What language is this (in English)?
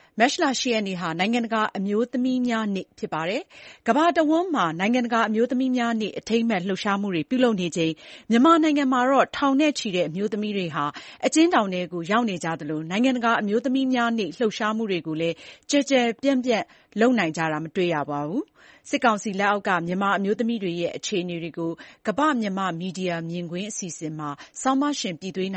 Burmese